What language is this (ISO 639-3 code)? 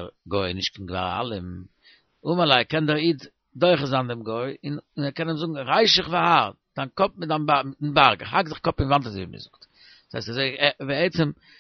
yid